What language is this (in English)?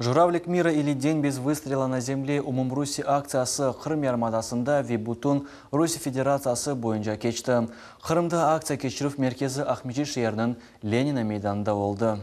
Crimean Tatar